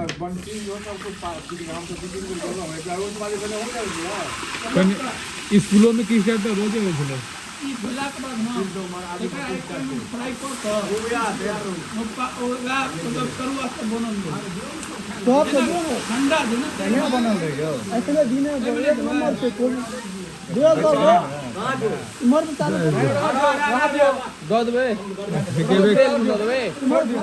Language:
Maithili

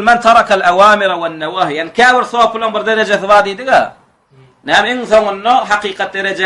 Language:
Turkmen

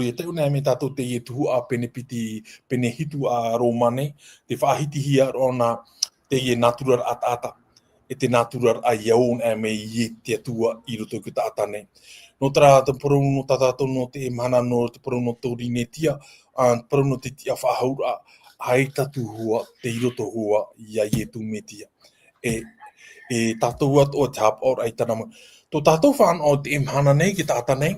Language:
Tahitian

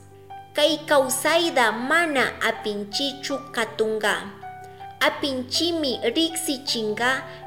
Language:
Chimborazo Highland Quichua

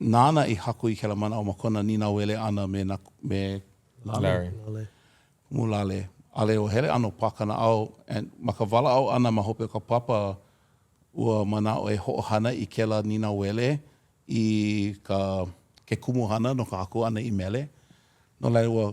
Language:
Hawaiian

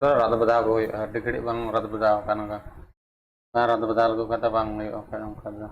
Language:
Santali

